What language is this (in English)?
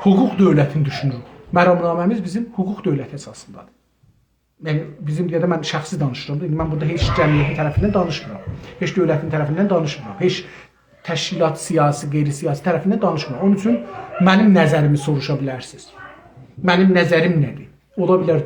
South Azerbaijani